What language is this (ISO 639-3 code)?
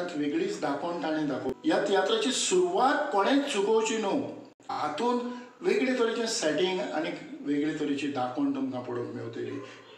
kok